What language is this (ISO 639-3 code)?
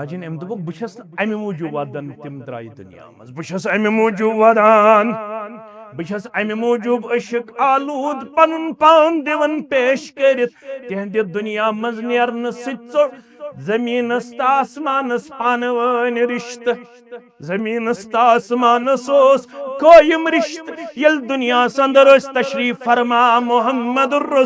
kas